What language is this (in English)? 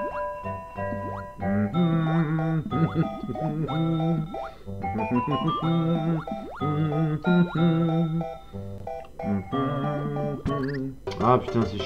French